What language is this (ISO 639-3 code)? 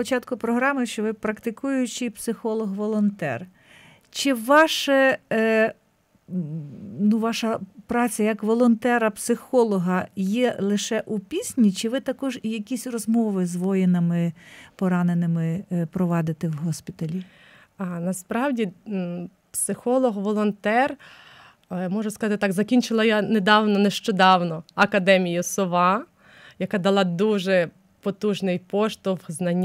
ukr